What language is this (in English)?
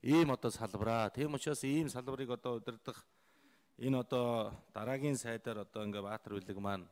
Mongolian